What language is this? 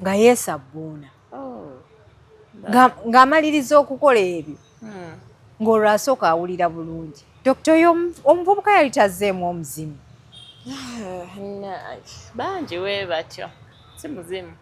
Ganda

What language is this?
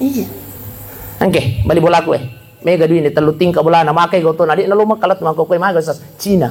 Buginese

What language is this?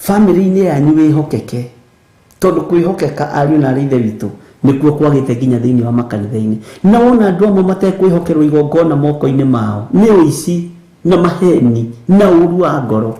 Kikuyu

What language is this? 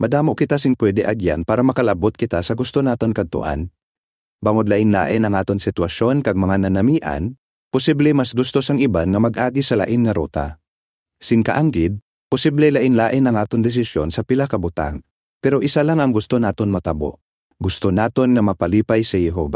Hiligaynon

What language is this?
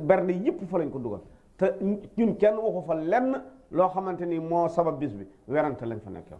Wolof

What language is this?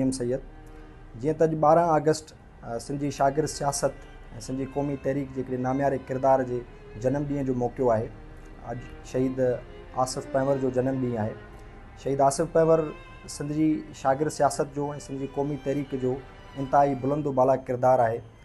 Sindhi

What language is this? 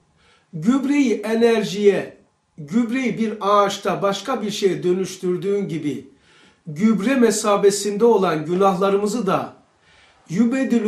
Turkish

